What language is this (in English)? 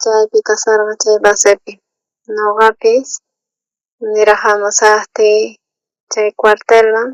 South Bolivian Quechua